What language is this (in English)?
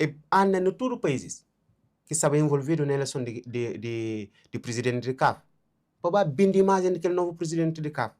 Kabuverdianu